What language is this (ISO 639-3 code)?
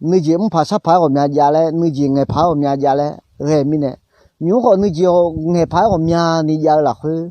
ahk